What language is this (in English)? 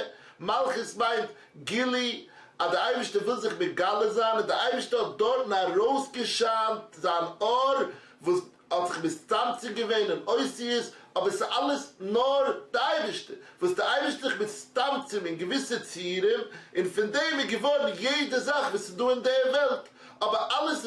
Yiddish